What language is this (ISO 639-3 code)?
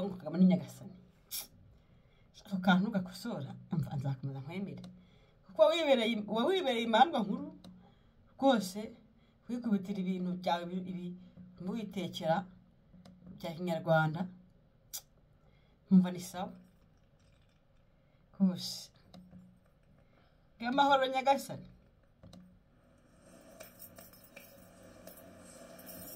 kin